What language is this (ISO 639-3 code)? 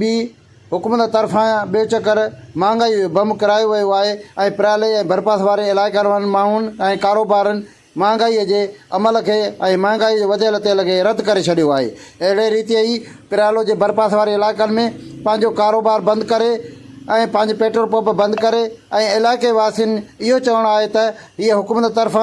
snd